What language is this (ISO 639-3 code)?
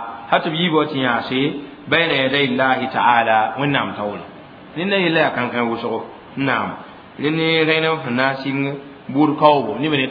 mos